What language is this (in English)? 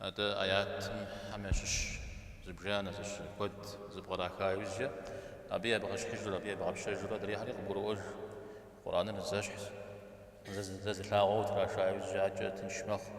Kabardian